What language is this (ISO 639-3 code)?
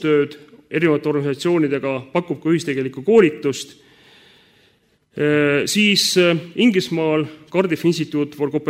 est